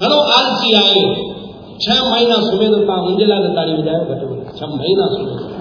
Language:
Sindhi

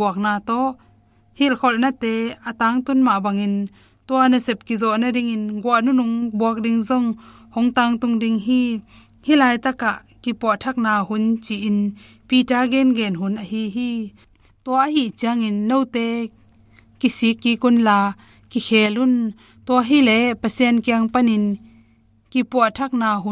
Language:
Tedim Chin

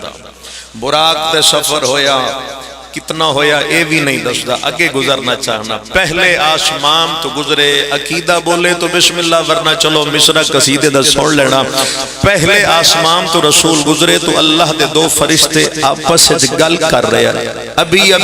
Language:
Pahari-Potwari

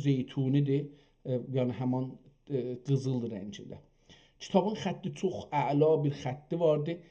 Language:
South Azerbaijani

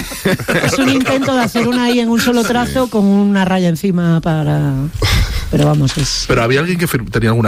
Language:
Spanish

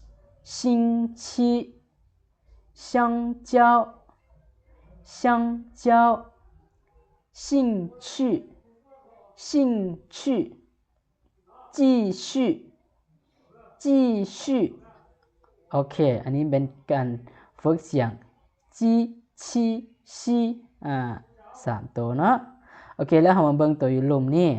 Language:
Lao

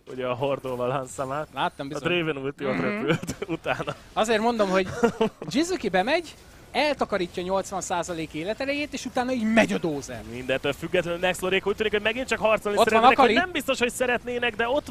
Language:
Hungarian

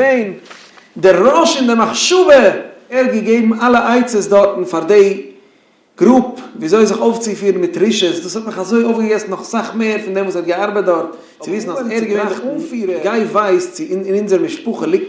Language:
Yiddish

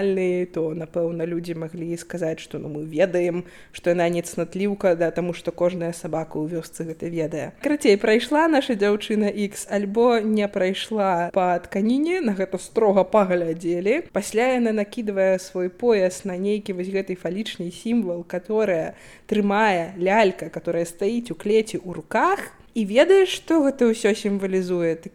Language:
Belarusian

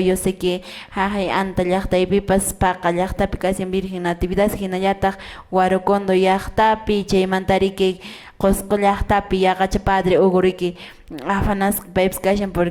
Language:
Quechua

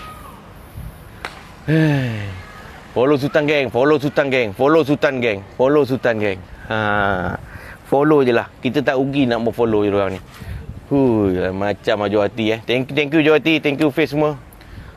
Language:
Malay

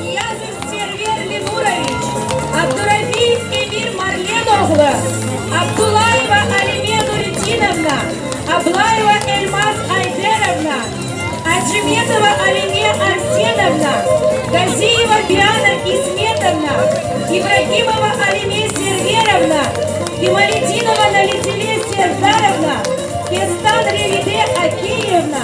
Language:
Crimean Tatar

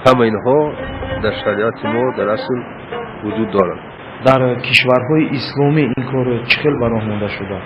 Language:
Tajik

